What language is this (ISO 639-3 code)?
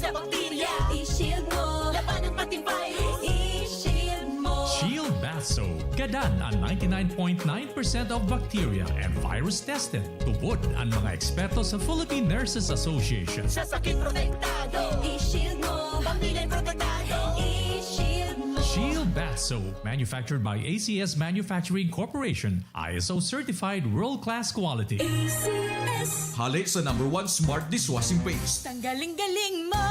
bik